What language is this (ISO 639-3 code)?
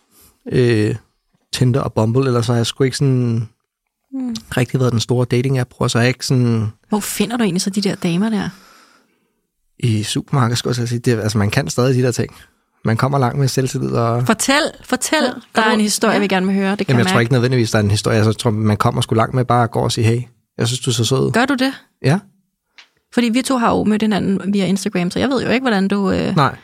dan